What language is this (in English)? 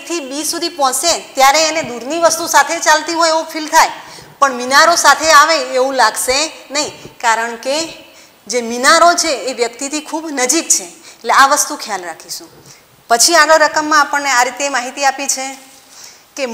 Gujarati